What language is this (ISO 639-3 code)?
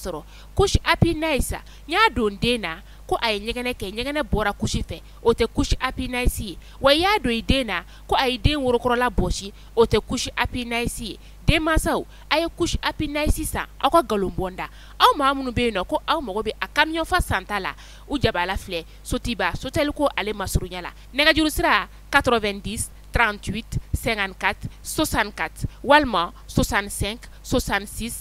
bam